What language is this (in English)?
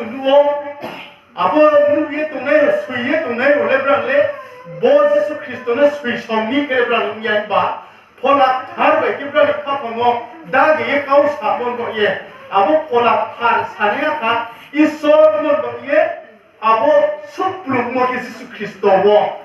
Riang (India)